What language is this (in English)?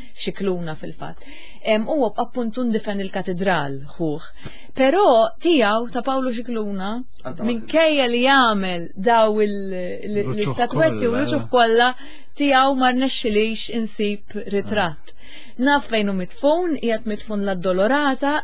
Maltese